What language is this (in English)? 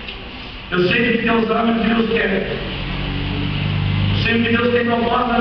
Portuguese